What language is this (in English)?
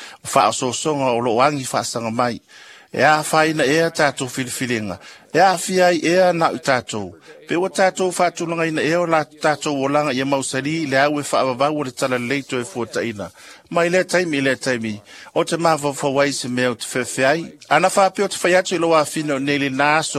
Samoan